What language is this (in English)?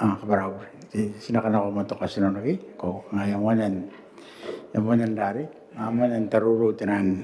Gilbertese